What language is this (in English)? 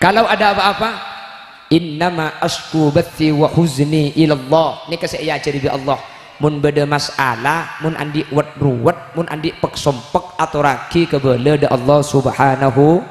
Madurese